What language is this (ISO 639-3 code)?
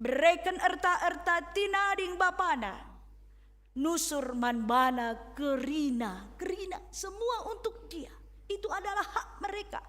btx